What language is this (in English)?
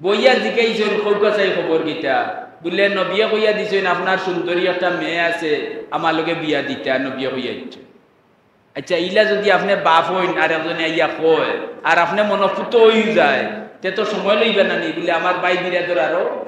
Sylheti